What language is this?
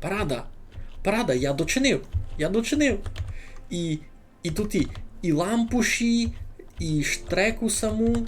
Rusyn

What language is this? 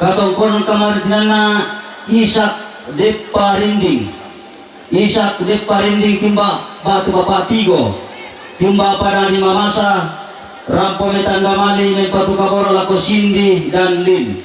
Toraja-Sa'dan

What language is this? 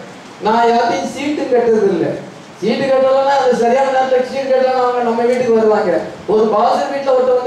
Tamil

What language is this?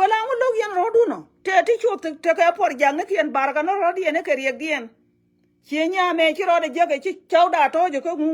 Nuer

